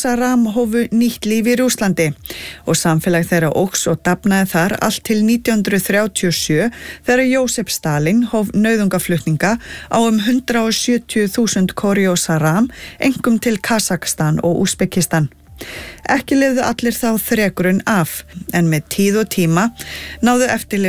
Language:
Icelandic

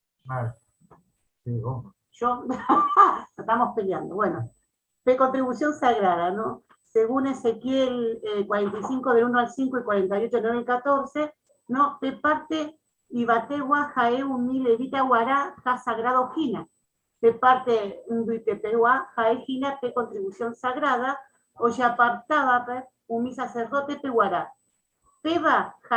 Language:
Guarani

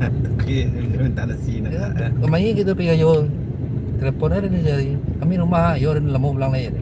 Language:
Minangkabau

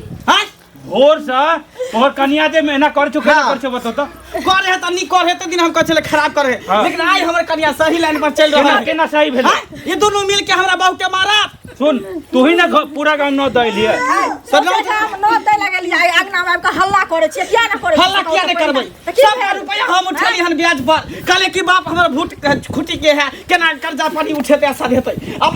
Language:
Maithili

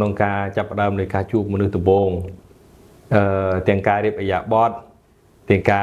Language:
Khmer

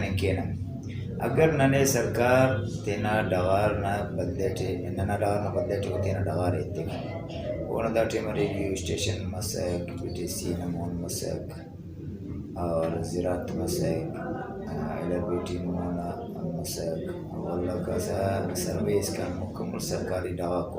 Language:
Brahui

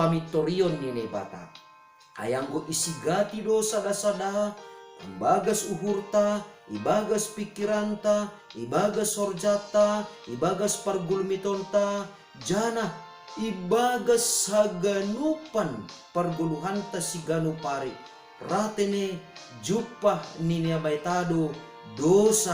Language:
Batak Simalungun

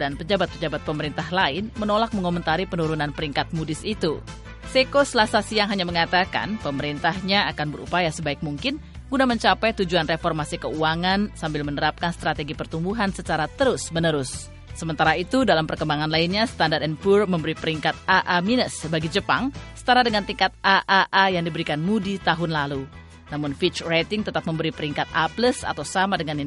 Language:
Indonesian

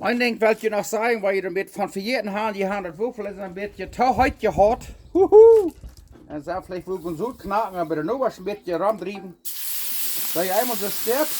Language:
Plautdietsch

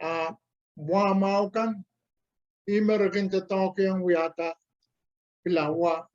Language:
Pohnpeian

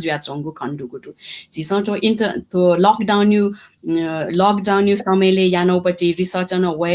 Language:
Newari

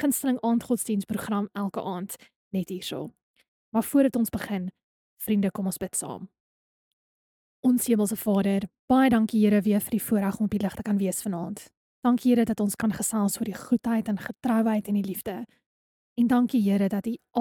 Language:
Afrikaans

